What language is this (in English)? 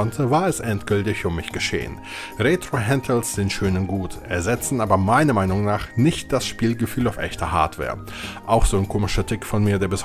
German